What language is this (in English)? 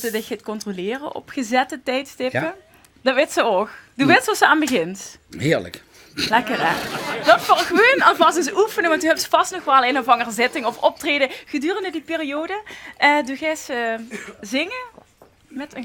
Limburgish